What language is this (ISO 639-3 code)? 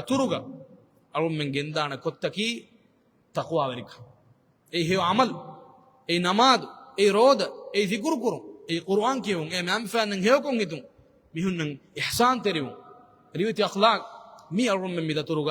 div